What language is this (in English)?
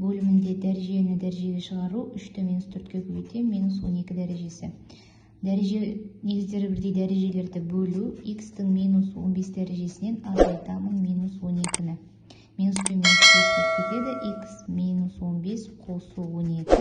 Kazakh